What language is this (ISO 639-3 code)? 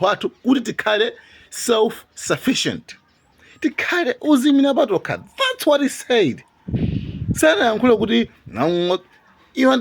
nya